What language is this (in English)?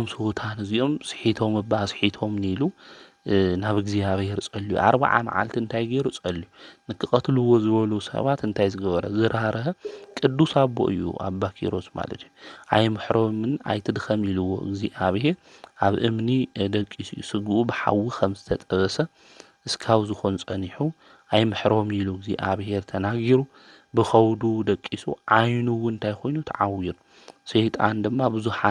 Tigrinya